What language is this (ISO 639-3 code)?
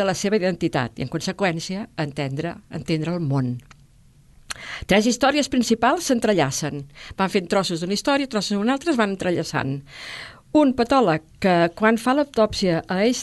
cat